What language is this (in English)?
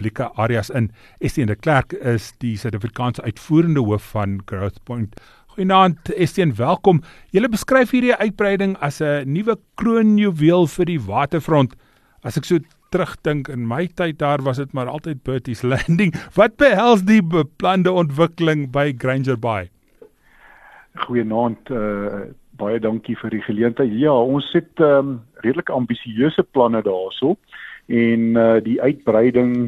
Afrikaans